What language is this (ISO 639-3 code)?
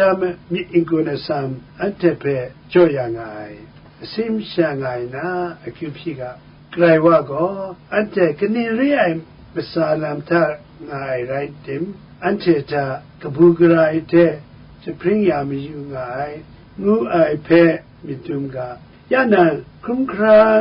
kac